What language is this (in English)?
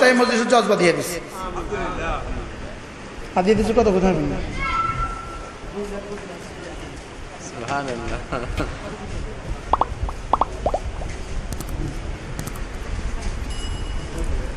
Bangla